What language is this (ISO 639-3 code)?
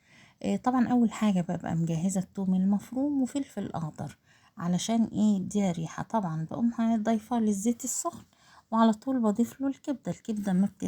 arz